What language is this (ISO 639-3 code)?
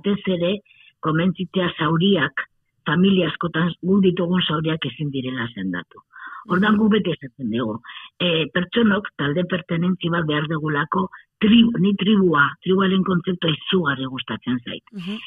eus